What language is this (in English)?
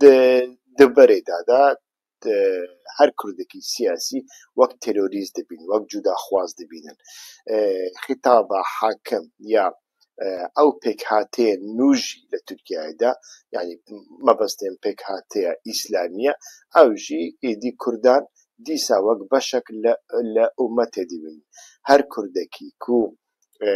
Central Kurdish